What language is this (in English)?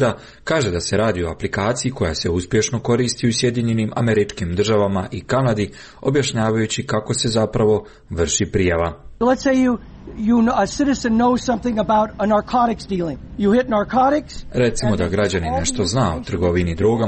Croatian